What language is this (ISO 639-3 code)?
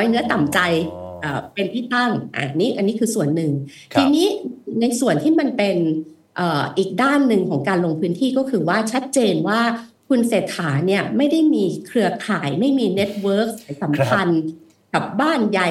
tha